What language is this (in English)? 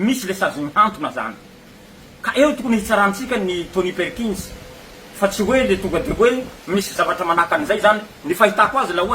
Malagasy